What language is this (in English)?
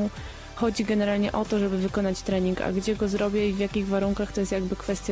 Polish